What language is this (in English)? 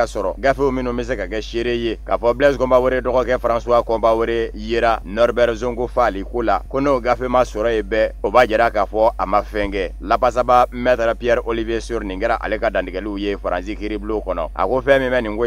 Bambara